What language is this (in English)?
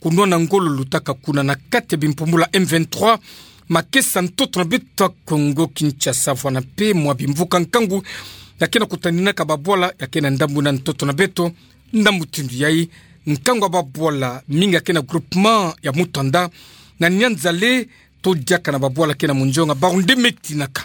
Kituba (Democratic Republic of Congo)